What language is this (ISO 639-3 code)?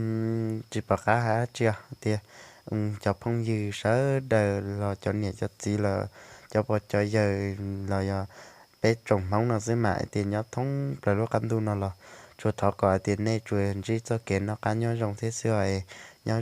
hmn